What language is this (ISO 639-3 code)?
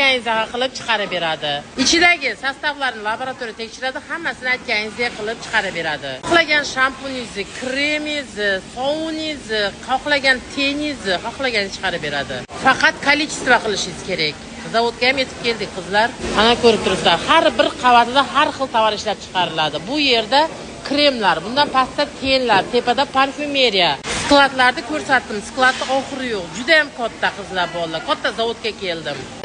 uzb